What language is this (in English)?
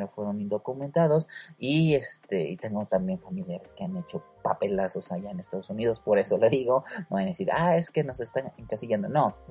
Spanish